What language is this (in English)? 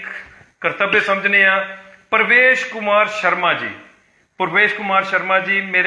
Dogri